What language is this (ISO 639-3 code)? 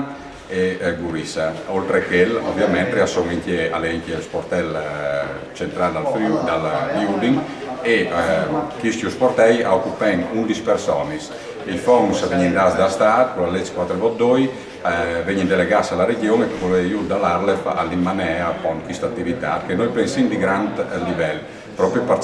fur